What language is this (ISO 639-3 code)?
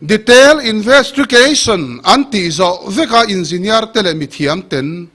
lus